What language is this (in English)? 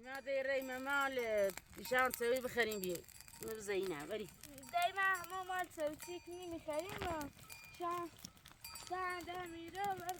Kurdish